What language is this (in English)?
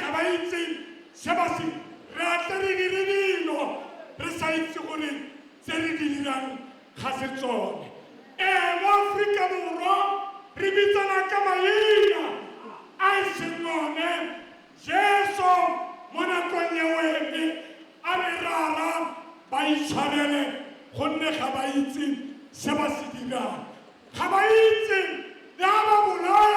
Tswana